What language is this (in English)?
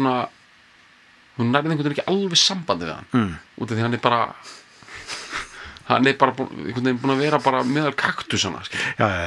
Icelandic